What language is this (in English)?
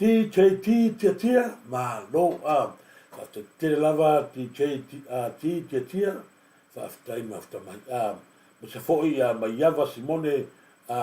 Samoan